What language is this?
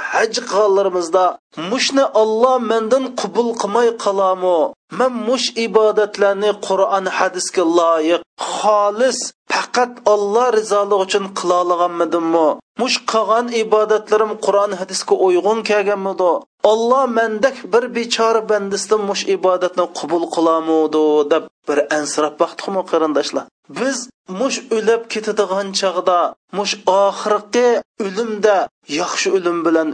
Uyghur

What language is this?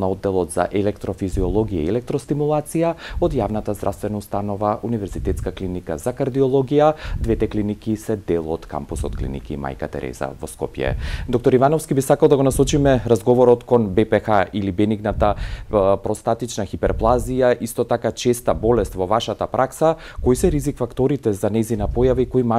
Macedonian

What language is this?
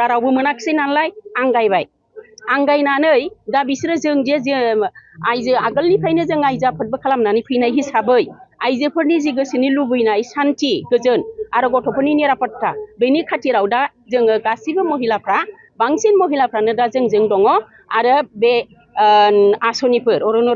Bodo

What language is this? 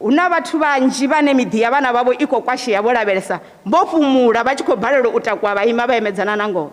Venda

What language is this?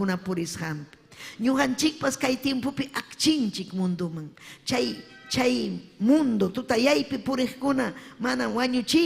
Ayacucho Quechua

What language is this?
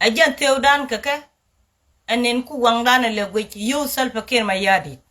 Nuer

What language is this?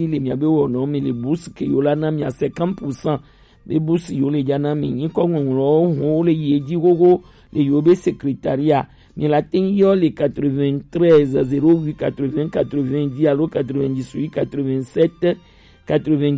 Gen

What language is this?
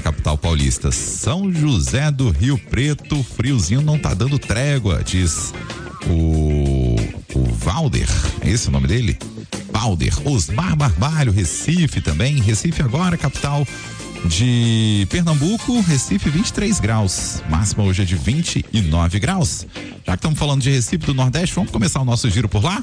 Portuguese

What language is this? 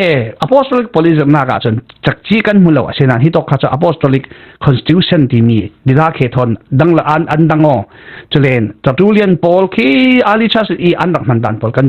Falam Chin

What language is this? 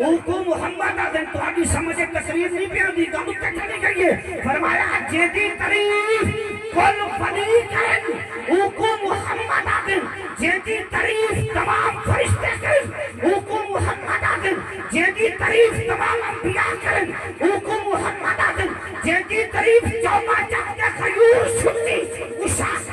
Saraiki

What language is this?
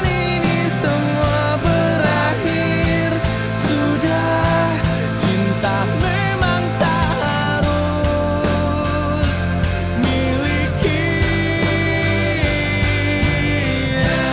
Indonesian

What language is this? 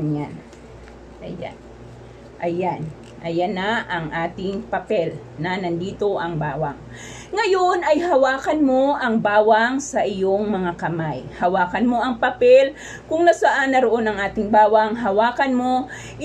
Filipino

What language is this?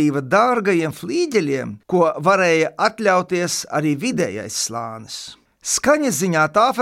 Latvian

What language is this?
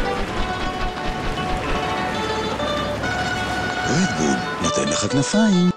Hebrew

